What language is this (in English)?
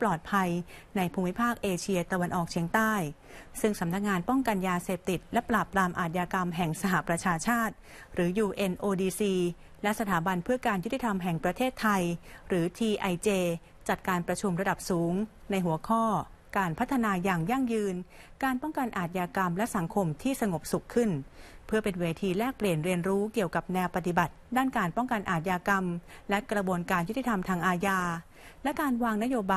Thai